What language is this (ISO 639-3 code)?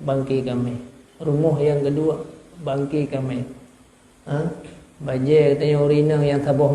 ace